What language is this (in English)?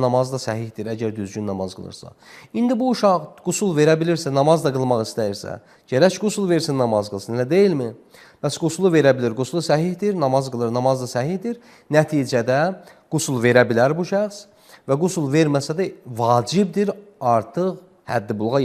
Azerbaijani